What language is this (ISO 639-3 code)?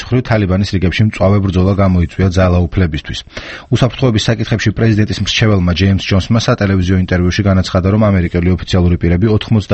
kat